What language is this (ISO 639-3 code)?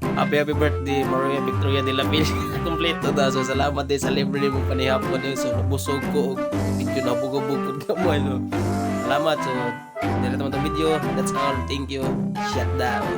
ceb